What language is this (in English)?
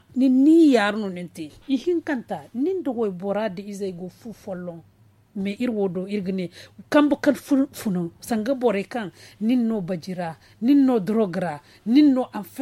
Zarma